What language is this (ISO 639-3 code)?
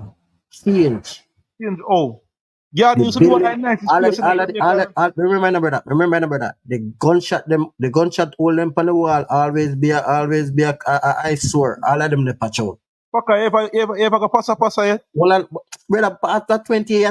jam